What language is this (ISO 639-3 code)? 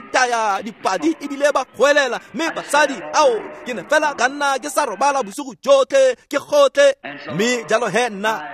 tsn